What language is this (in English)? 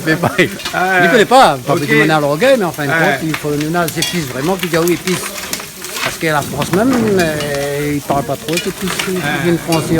Réunion Creole French